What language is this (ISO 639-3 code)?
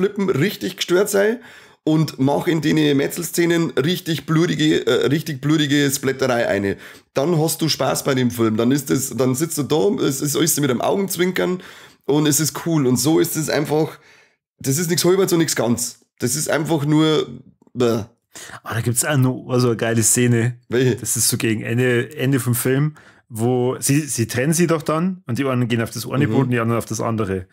bar